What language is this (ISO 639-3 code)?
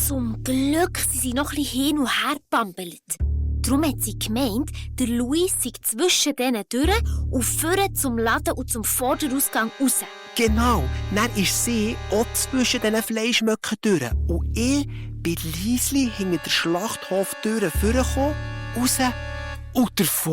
gsw